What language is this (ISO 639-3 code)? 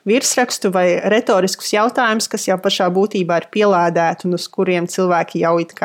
lav